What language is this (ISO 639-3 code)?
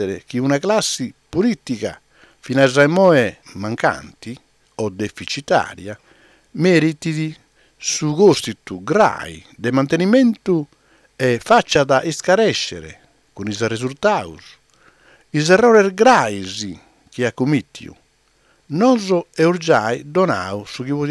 srd